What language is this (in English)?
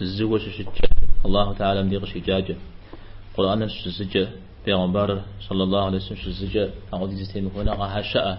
Kabardian